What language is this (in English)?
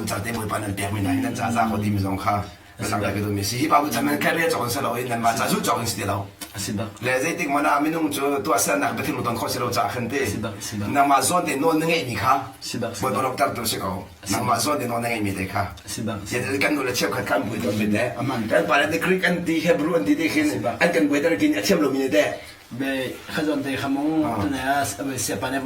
Hakha Chin